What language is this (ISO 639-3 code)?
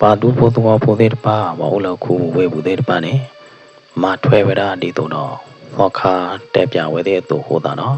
ksw